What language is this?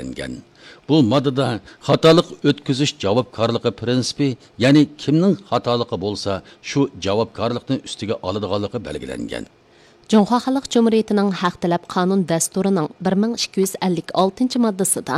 Uyghur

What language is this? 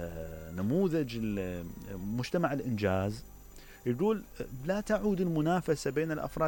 Mesopotamian Arabic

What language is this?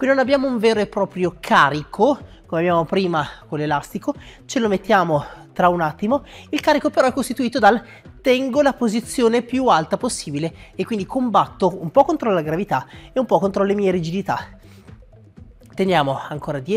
Italian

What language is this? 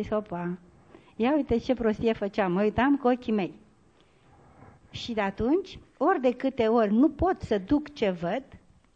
Romanian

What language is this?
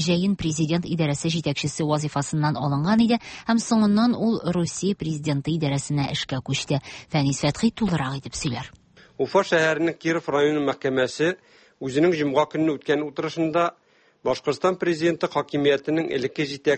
Tatar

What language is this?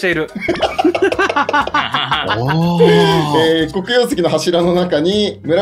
Japanese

